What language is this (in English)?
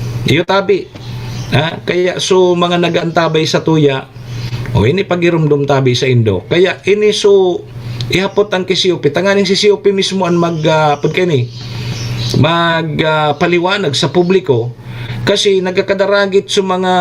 Bikol